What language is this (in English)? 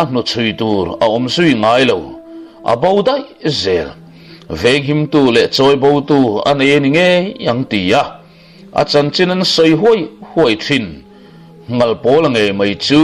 Mizo